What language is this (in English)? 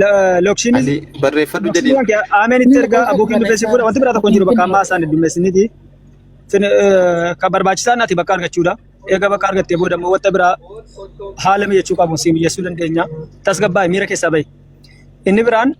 Oromo